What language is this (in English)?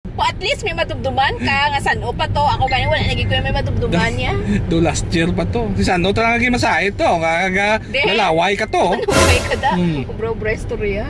Hiligaynon